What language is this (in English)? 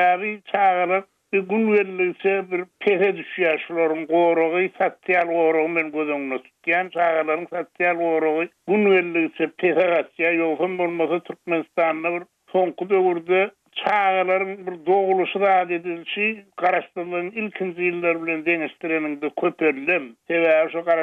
Turkmen